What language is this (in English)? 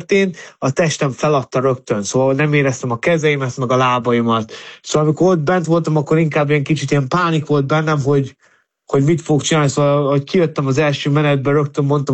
Hungarian